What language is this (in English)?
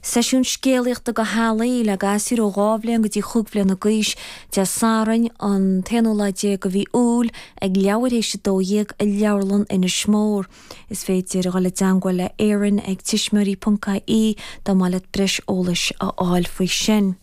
Irish